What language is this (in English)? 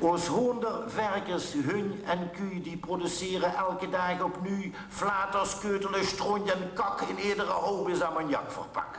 Limburgish